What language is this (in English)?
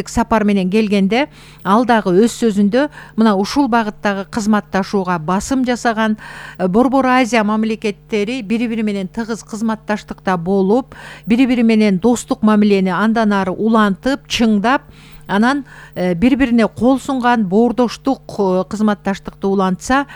Kyrgyz